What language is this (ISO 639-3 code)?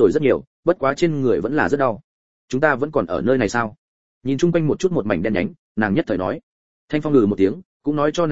vie